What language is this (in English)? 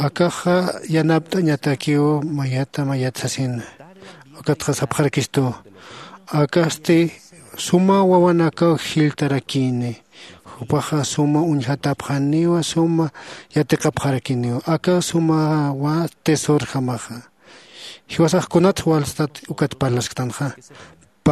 Aymara